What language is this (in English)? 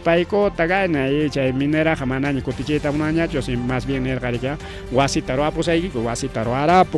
Ayacucho Quechua